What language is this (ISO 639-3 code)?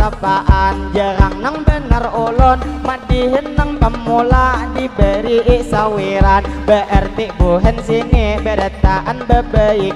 bjn